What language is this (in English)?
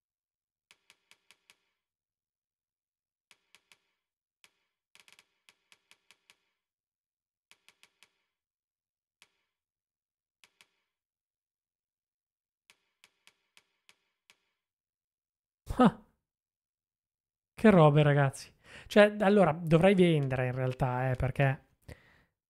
Italian